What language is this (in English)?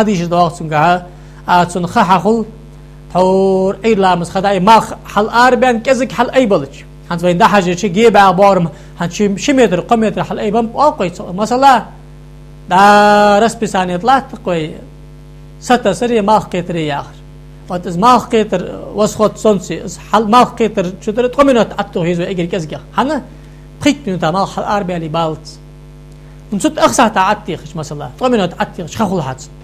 Ingush